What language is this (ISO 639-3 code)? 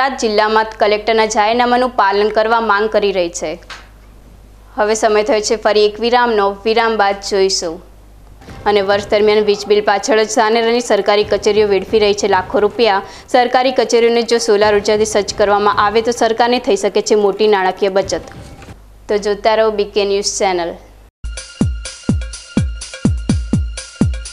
guj